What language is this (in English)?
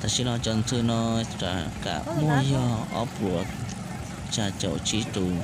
Hmong